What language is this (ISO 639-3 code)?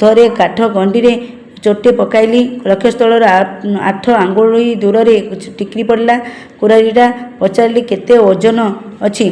ori